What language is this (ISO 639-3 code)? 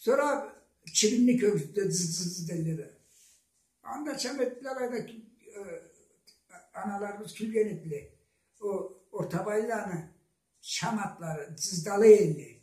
krc